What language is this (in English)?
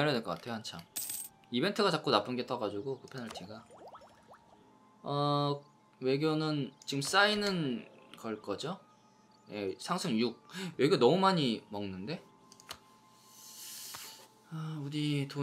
Korean